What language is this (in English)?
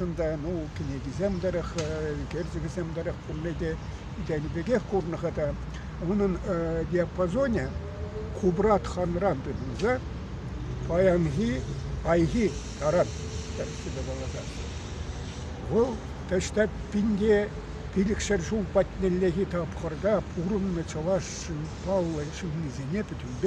Chuvash